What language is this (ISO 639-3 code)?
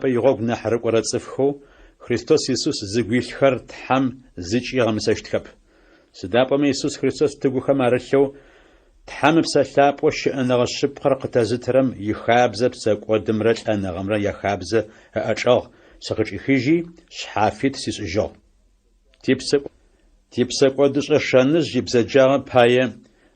ady